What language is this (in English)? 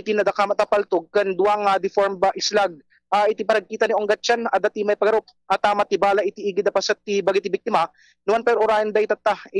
Iloko